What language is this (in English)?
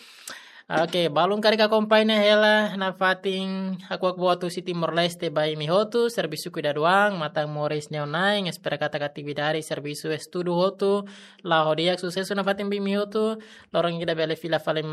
Tetum